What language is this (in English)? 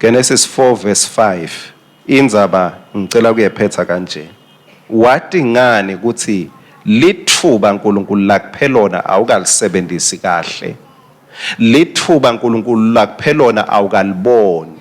Swati